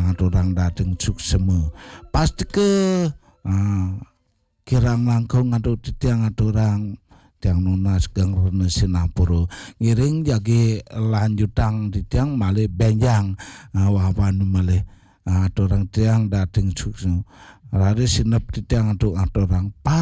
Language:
Balinese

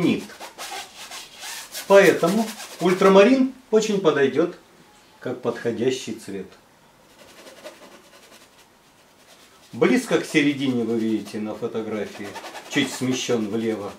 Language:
Russian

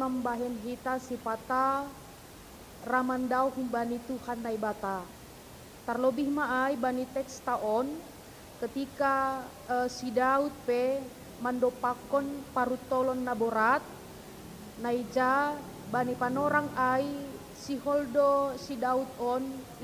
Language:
Batak Simalungun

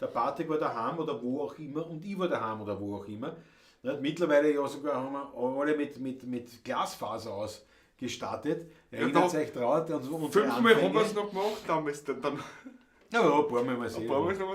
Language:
Bavarian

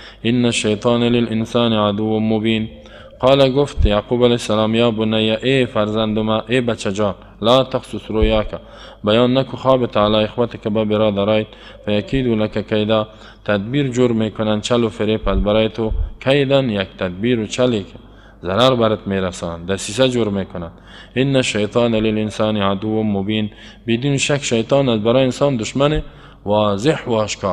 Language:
Persian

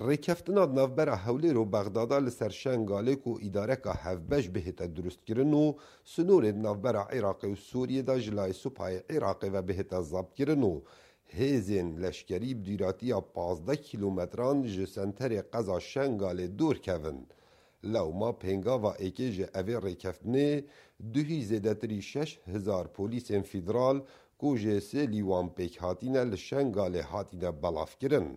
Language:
Kurdish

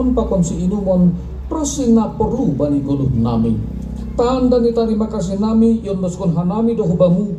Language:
Batak Simalungun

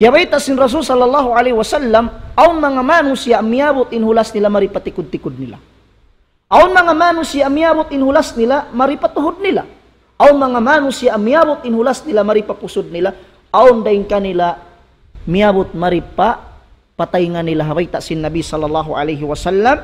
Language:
Tausug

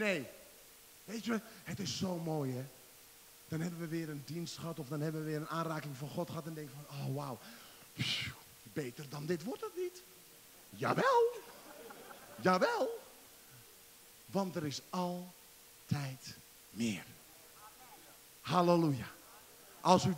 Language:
Dutch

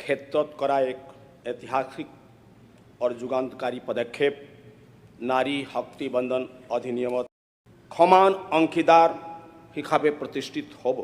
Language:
Assamese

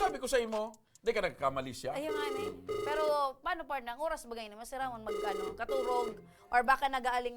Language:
Bikol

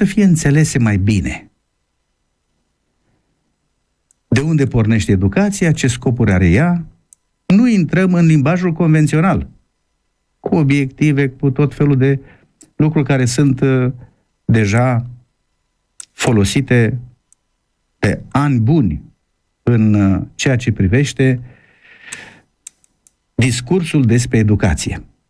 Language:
Romanian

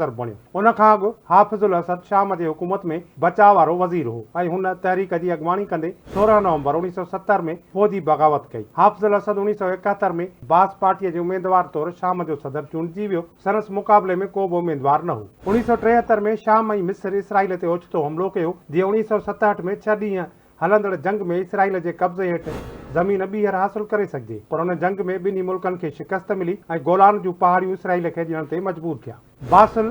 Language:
Sindhi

